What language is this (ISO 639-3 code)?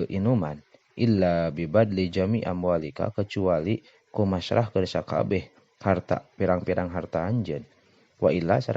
sun